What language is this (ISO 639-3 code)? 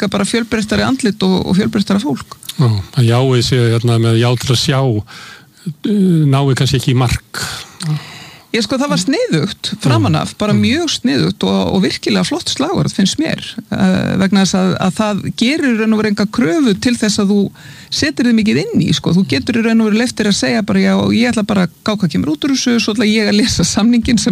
isl